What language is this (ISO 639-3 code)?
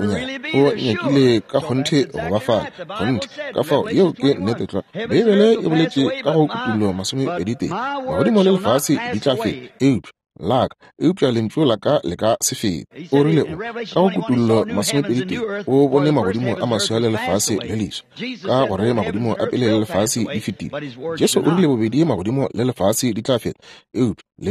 nso